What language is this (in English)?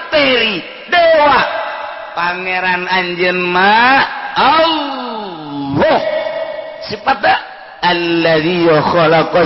Sundanese